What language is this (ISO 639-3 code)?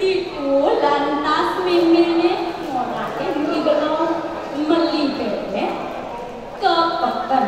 ban